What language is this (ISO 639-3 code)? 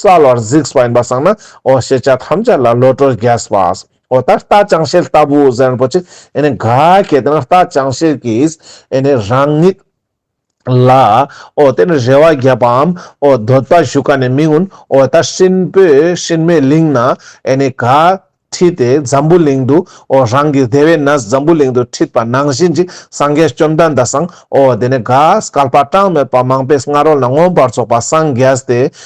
lbj